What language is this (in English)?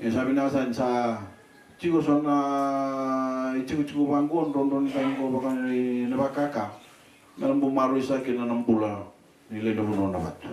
Fijian